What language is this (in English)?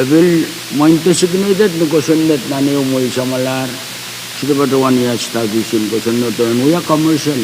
Pohnpeian